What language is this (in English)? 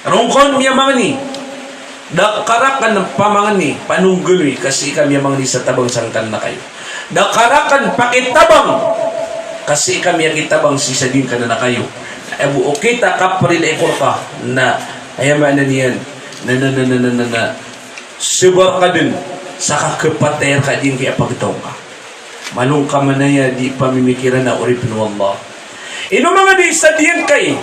Maranao